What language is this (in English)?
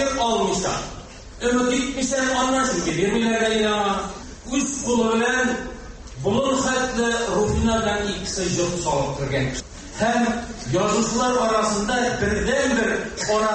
Tatar